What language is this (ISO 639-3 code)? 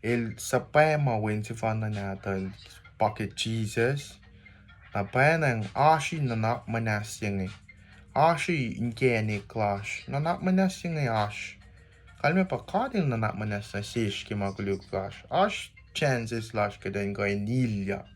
kos